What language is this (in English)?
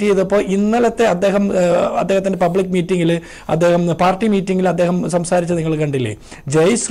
Malayalam